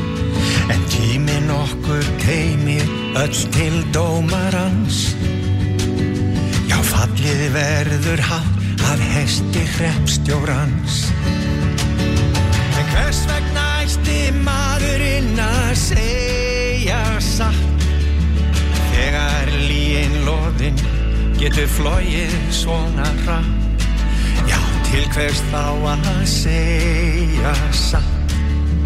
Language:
Icelandic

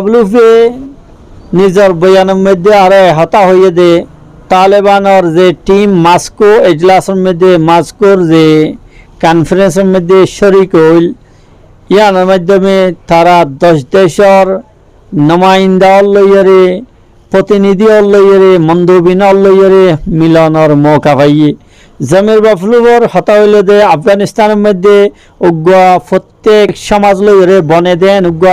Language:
Rohingya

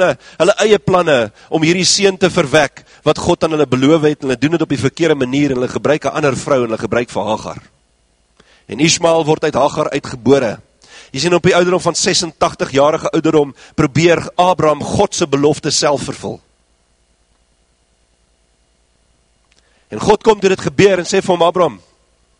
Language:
Afrikaans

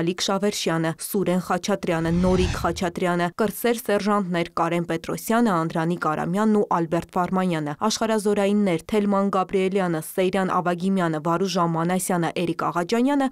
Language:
Armenian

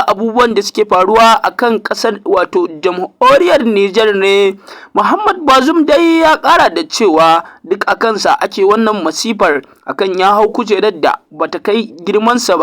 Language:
Hausa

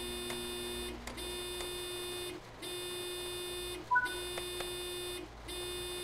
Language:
German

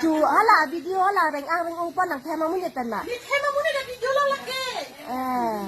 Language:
Karbi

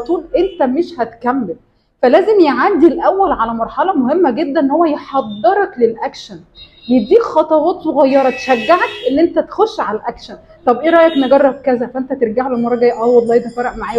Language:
Egyptian Arabic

